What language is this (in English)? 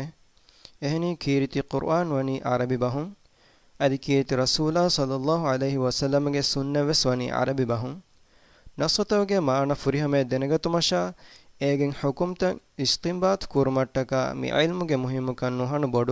Divehi